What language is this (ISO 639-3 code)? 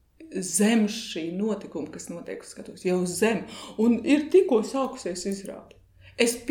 lav